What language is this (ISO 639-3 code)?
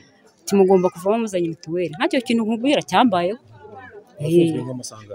kin